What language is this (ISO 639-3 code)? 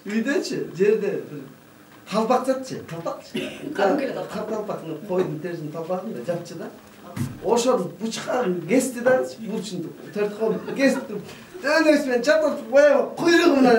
kir